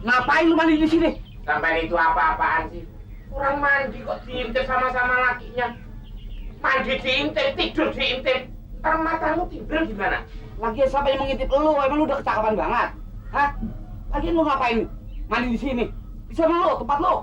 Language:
Betawi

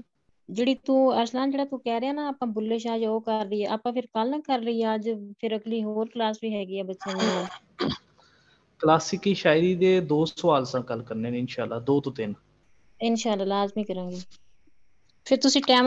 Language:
Punjabi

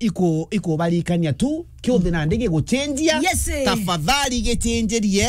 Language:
Meru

